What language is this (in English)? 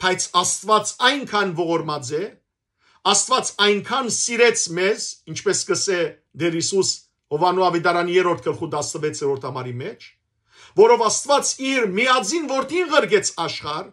Western Armenian